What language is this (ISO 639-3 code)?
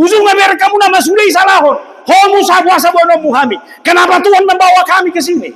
bbc